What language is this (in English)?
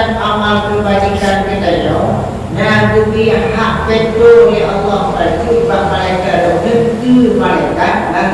Achinese